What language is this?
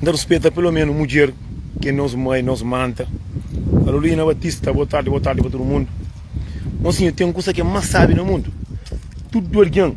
Kabuverdianu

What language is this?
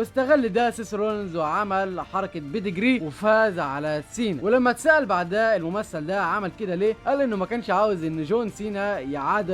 Egyptian Arabic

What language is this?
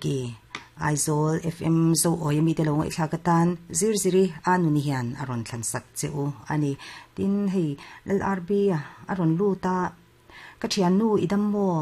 Mizo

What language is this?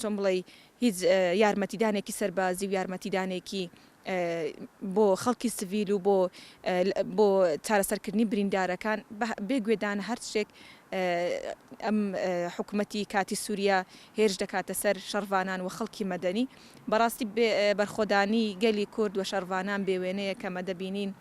Central Kurdish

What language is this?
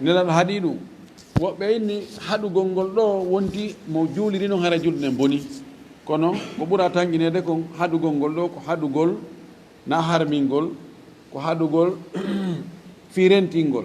Fula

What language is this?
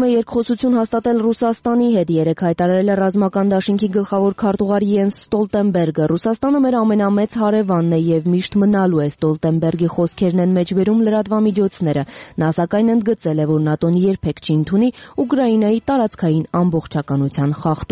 Armenian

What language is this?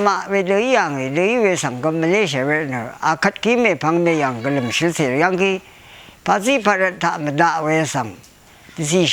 Rawang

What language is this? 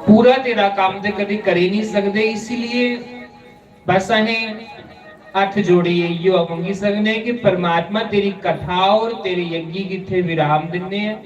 Dogri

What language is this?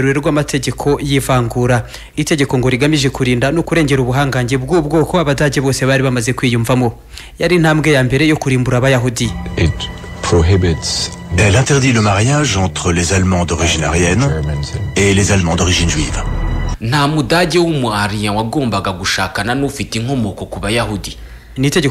Kinyarwanda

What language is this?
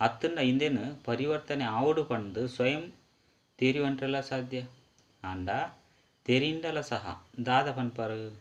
Tulu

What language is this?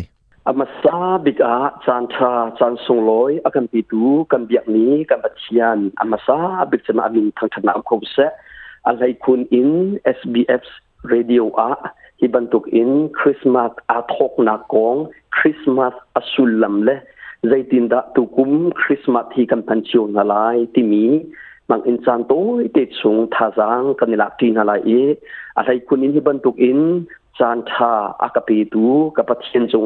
Hakha Chin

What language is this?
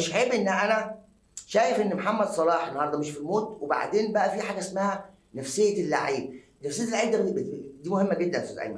Egyptian Arabic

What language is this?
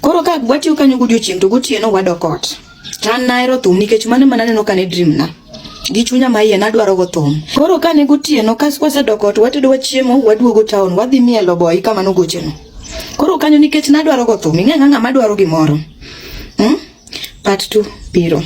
Luo (Kenya and Tanzania)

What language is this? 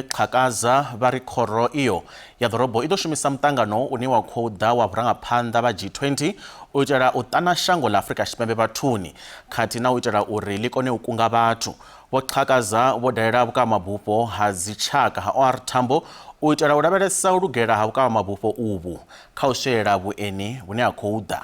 Venda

